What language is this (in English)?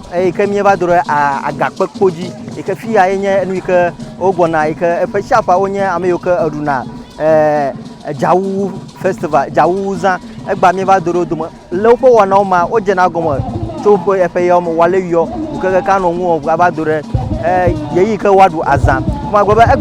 Ewe